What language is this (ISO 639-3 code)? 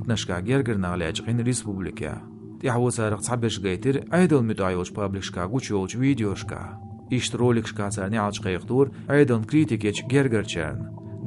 che